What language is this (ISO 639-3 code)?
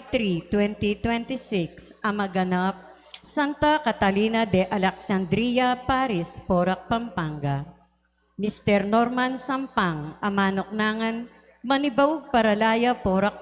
pam